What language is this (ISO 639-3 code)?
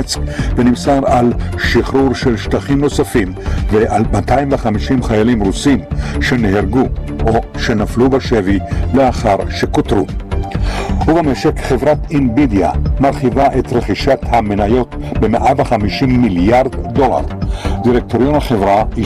heb